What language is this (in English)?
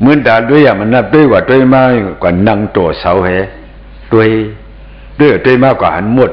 Shan